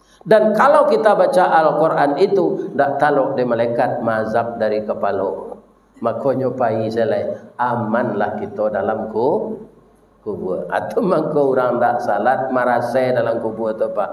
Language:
Minangkabau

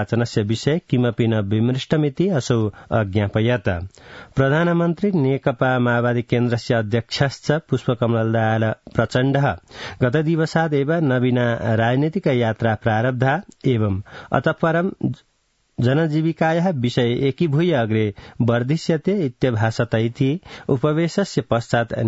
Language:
Sanskrit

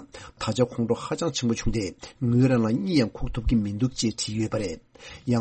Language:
Tibetan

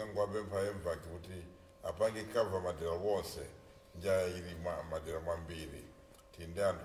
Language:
Nyanja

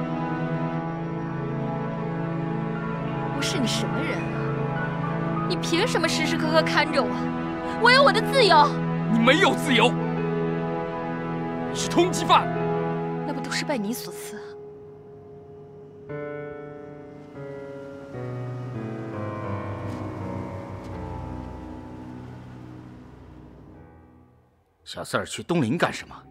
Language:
Chinese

